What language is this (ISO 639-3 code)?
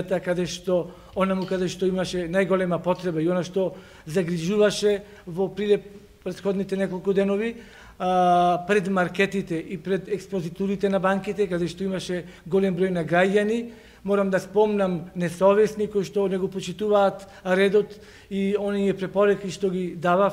mkd